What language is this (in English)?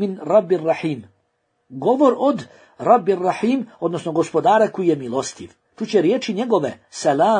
Bosnian